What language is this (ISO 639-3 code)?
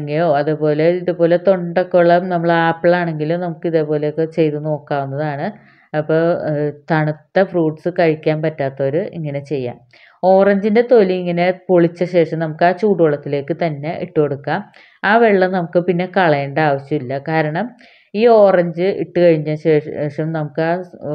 mal